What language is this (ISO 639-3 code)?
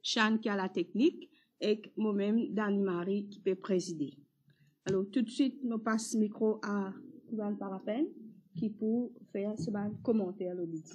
mfe